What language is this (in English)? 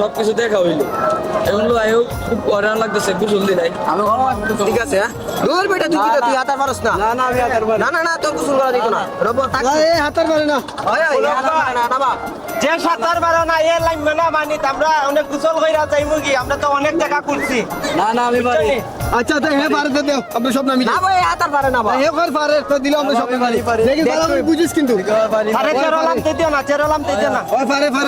Sylheti